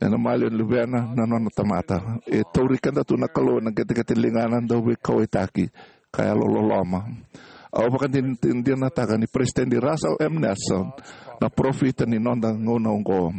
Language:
Fijian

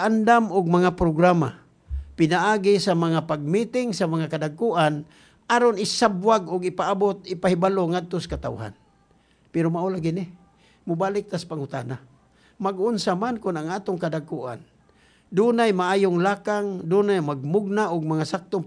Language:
Cebuano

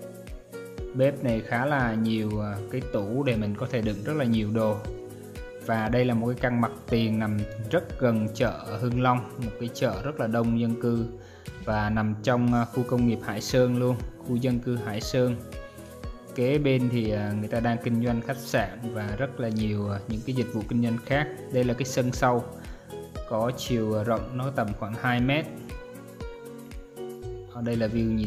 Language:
Vietnamese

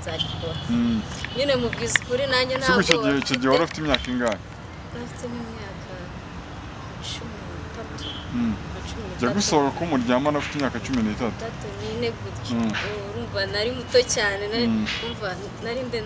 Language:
Kinyarwanda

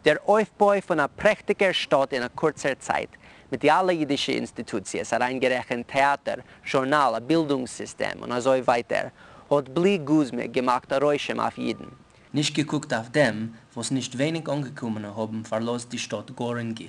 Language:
Yiddish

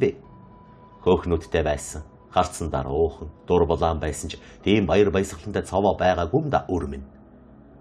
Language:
Mongolian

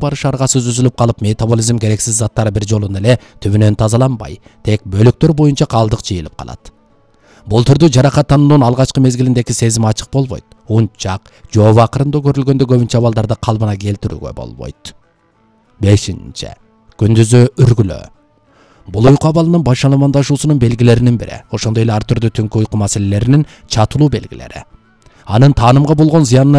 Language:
Kyrgyz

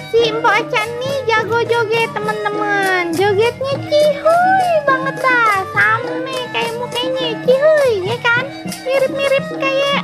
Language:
Betawi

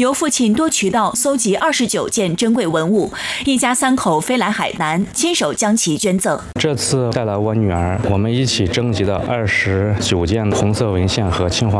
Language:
Chinese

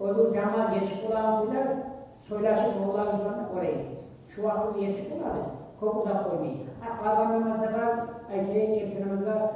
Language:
Kumyk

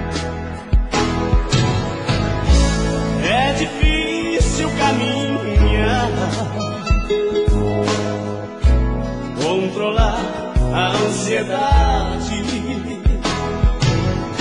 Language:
Portuguese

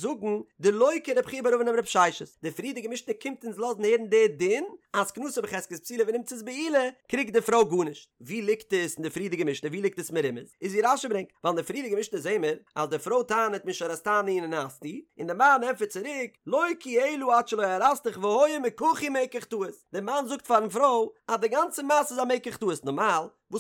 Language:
Yiddish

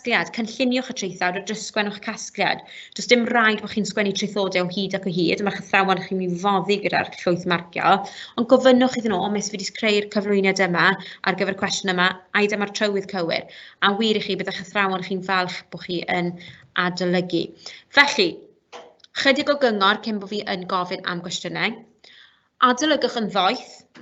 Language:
Welsh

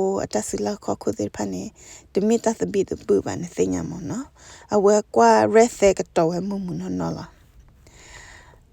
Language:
S'gaw Karen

